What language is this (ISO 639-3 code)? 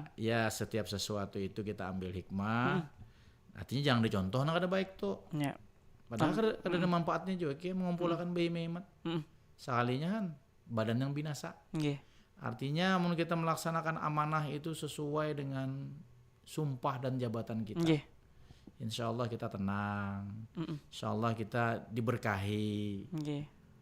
bjn